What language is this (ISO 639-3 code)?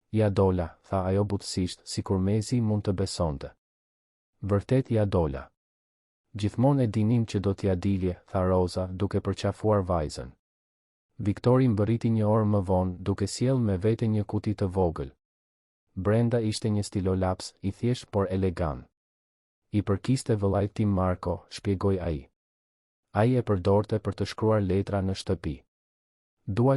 sqi